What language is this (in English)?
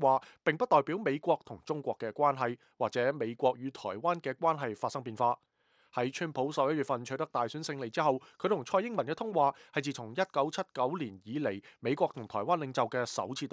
Cantonese